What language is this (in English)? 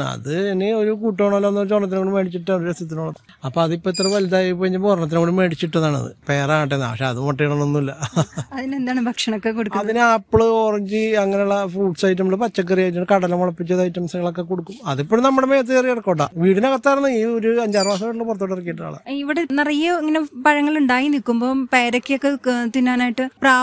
Malayalam